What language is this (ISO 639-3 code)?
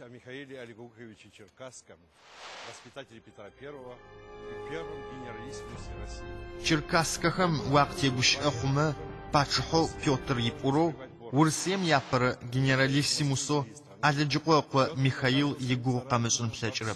ady